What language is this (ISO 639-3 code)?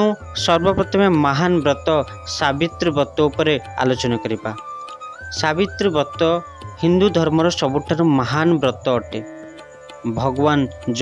ori